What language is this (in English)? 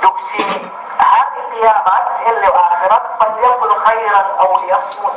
Yakan